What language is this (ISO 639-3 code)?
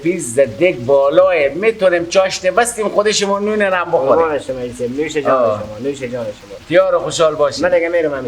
fas